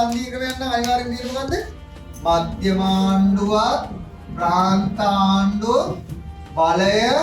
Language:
Sinhala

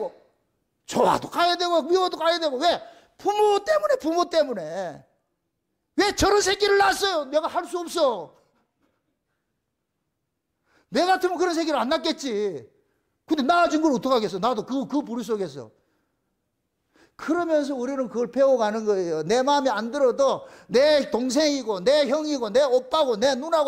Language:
Korean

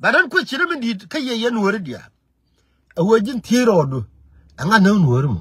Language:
Nuer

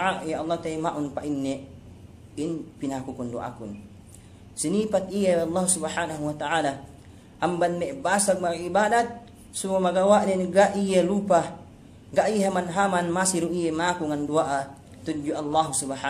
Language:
Yakan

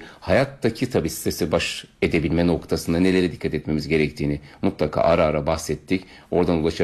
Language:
Turkish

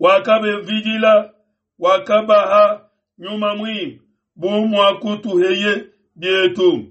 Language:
Luba-Lulua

